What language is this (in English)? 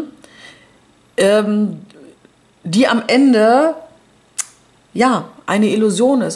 German